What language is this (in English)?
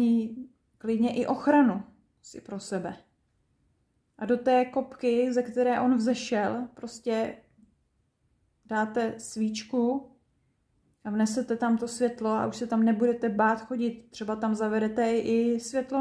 Czech